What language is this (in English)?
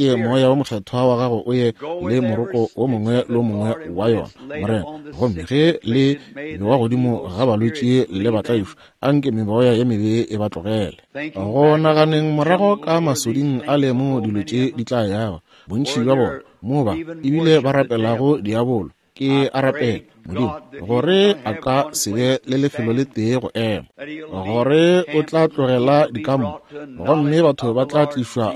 Northern Sotho